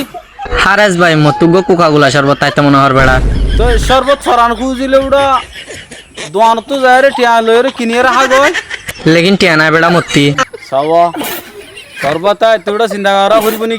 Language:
Rohingya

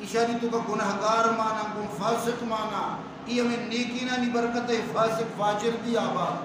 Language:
Baluchi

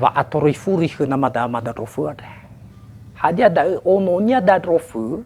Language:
Nias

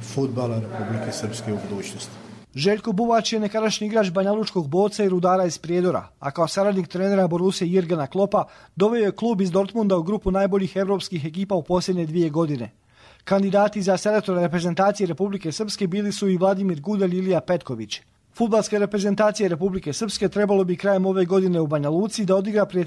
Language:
Croatian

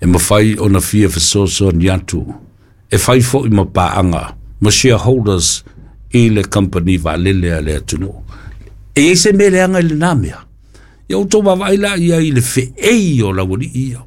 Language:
Samoan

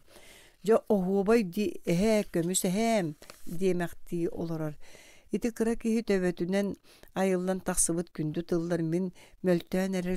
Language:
Yakut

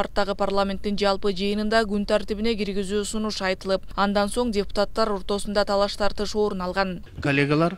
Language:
Kyrgyz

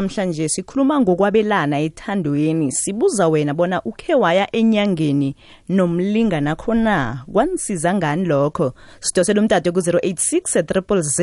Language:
South Ndebele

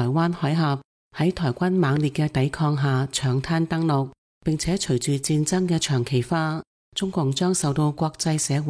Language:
Cantonese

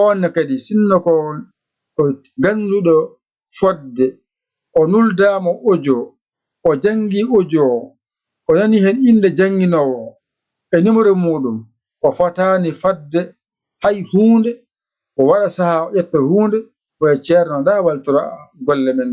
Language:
Fula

